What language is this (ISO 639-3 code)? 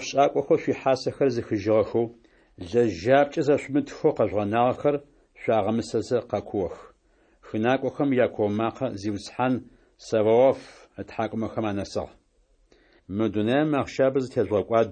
ady